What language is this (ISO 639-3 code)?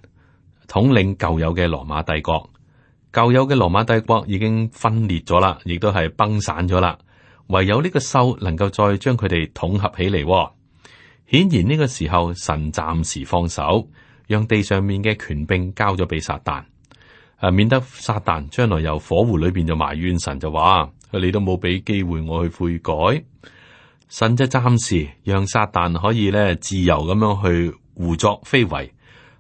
yue